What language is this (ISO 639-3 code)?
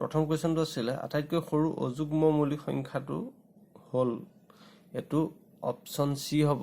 asm